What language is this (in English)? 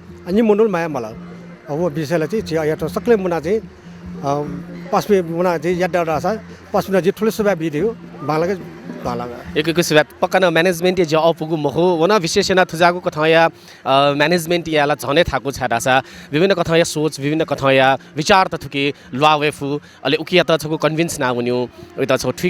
Newari